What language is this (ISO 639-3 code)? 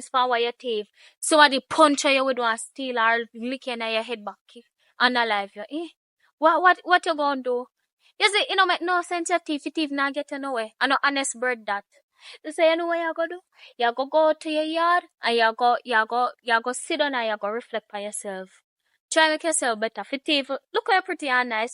jam